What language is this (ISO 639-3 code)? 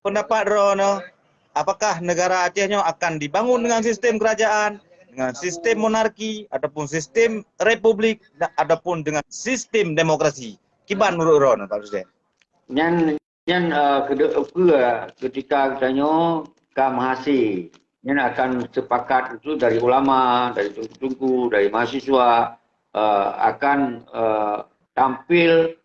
ace